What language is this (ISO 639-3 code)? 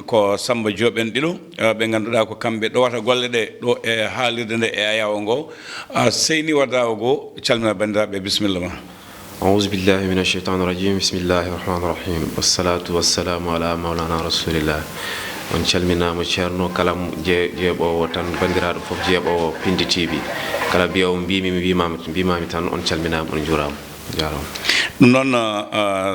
ful